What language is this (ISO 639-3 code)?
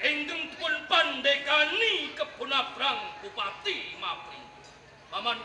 jav